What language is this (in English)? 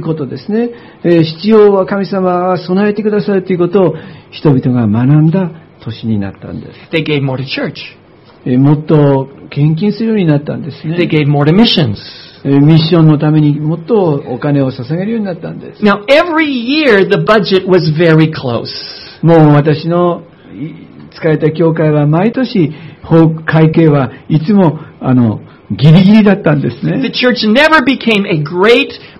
Japanese